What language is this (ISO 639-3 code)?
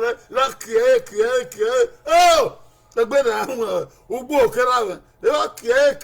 bin